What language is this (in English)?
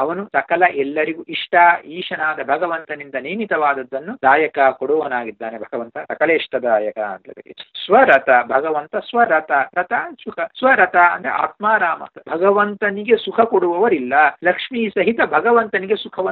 Kannada